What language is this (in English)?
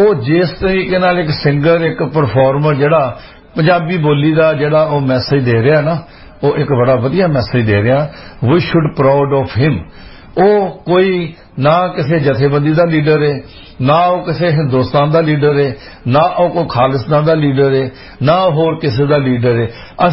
Punjabi